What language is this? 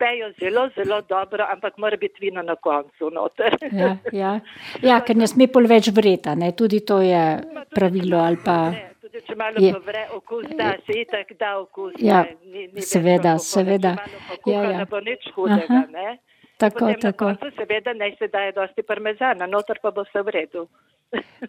Slovenian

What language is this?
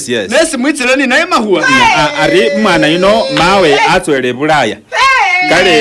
Masaaba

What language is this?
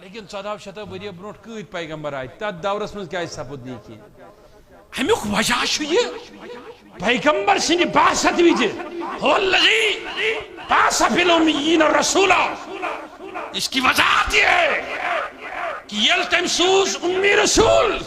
Kashmiri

